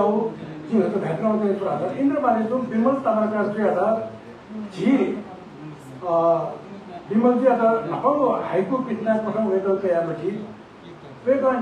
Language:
Newari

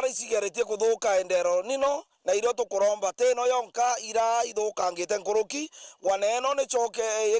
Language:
Meru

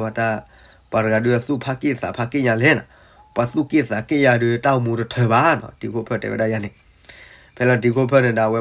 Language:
S'gaw Karen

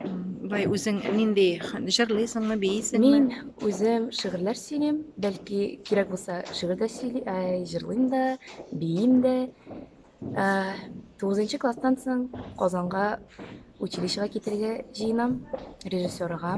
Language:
Tatar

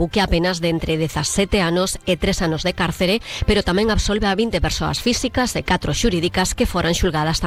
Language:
Galician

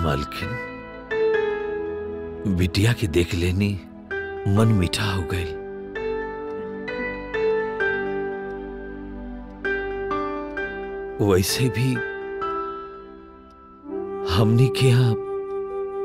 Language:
Bhojpuri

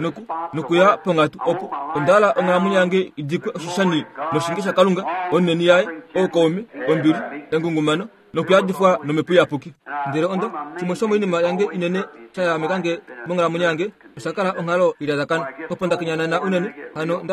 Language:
Kuanyama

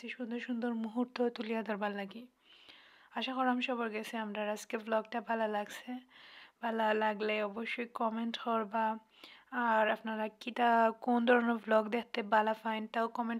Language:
Sylheti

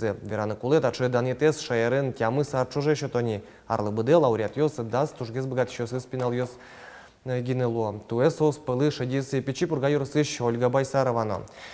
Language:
Udmurt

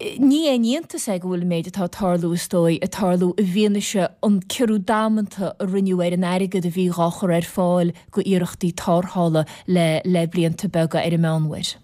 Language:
Irish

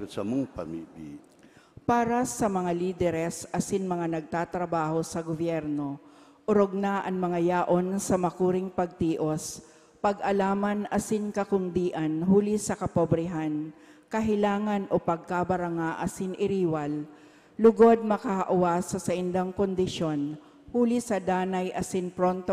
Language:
Bikol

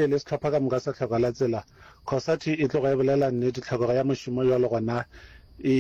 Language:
Northern Sotho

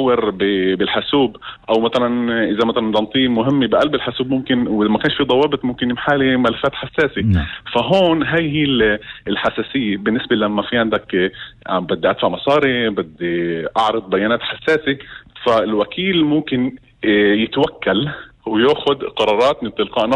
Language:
North Levantine Arabic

